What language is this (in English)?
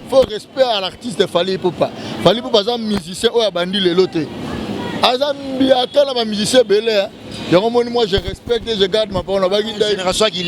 Lingala